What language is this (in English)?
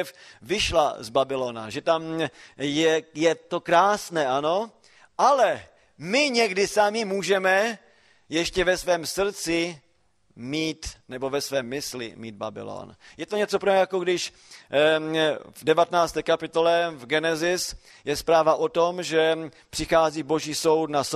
Czech